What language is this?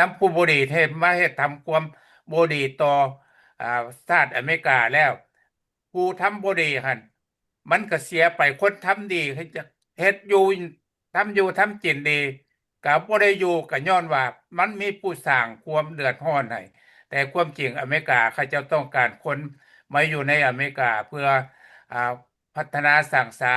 Lao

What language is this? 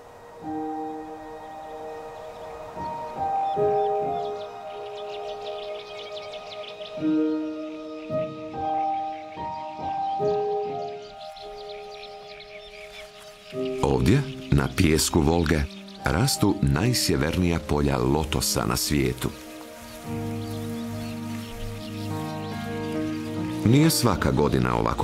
Croatian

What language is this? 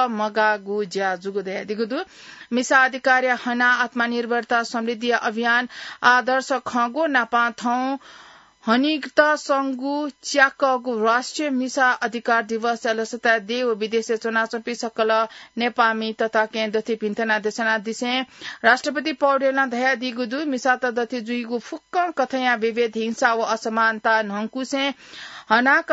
Newari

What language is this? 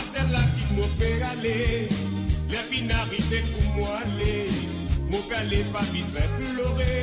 Morisyen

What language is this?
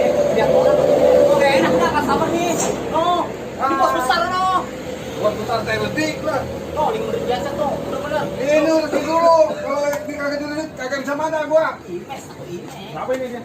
Betawi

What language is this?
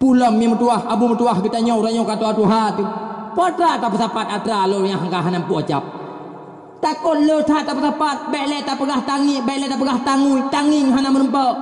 Achinese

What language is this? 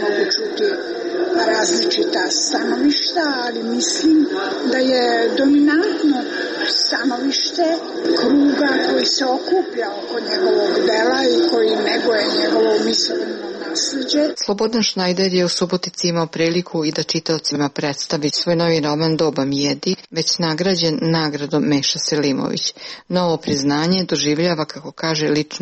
Serbian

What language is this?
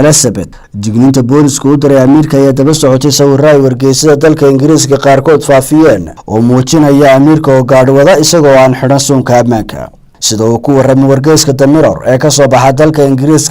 Somali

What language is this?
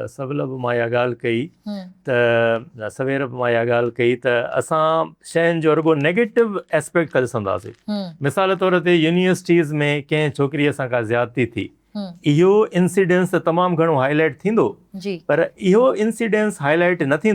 Sindhi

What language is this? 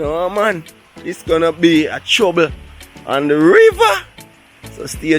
Jamaican Creole English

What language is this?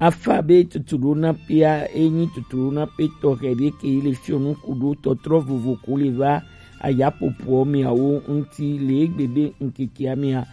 Gen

